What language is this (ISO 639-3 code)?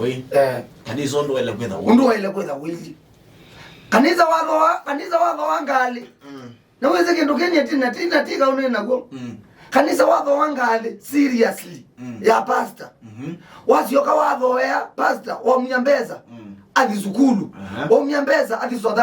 kam